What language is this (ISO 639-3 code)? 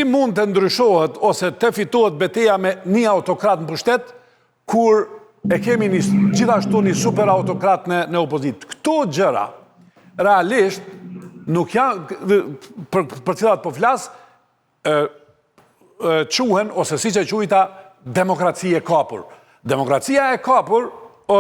sqi